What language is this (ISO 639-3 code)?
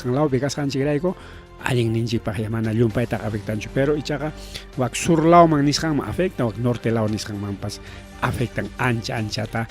quy